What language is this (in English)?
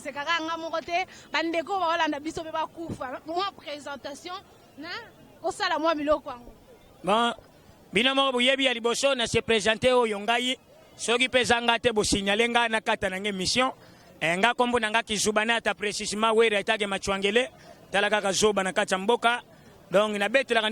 Lingala